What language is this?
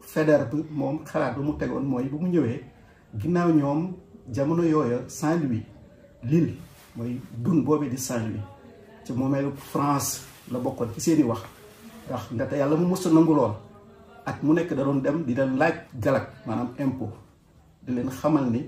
Wolof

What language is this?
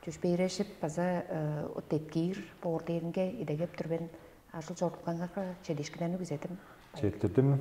Tuvinian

